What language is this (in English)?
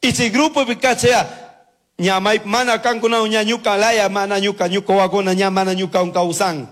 Chimborazo Highland Quichua